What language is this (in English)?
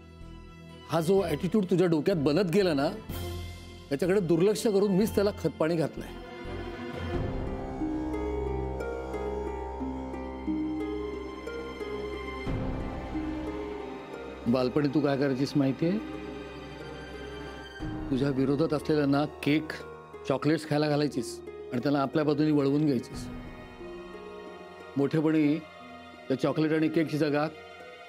Marathi